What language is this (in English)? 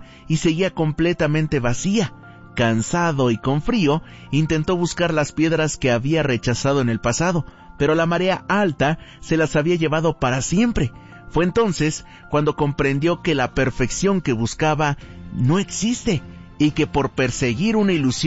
Spanish